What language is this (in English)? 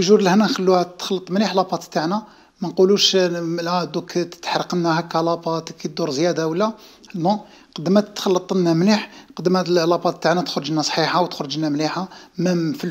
Algerian Arabic